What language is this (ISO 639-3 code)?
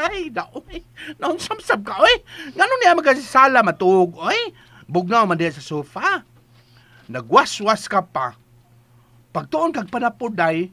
ceb